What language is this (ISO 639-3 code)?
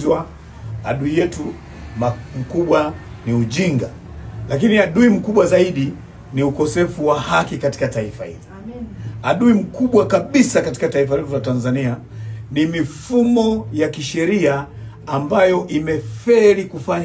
swa